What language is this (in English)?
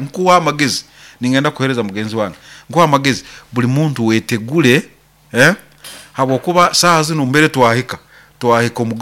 Nyoro